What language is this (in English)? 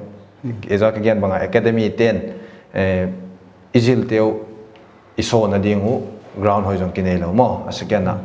Paite Chin